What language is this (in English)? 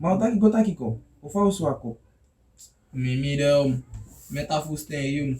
Saramaccan